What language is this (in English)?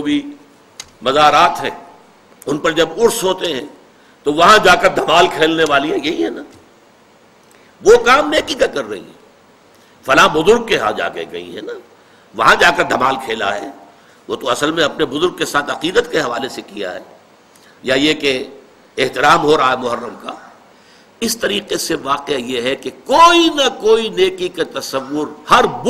Urdu